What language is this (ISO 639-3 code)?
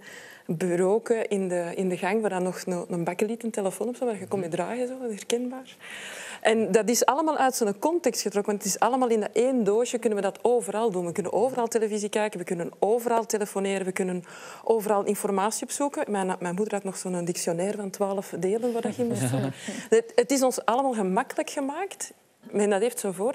nld